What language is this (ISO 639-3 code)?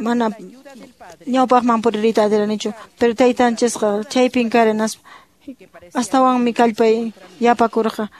que